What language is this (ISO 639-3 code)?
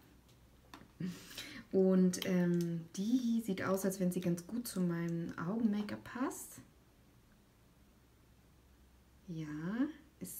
deu